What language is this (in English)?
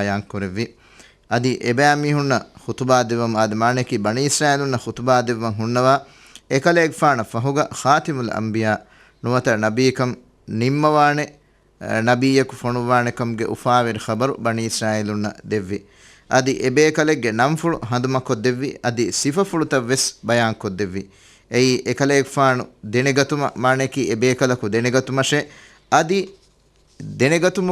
Divehi